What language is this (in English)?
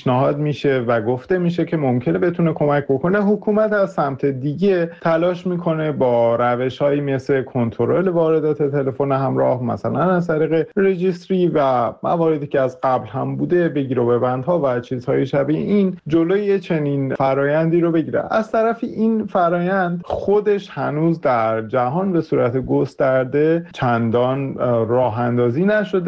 Persian